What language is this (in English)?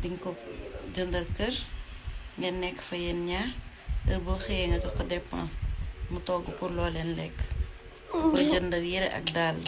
Wolof